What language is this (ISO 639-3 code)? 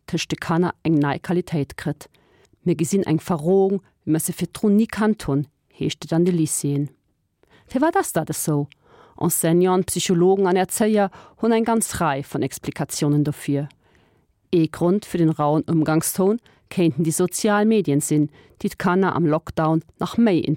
ltz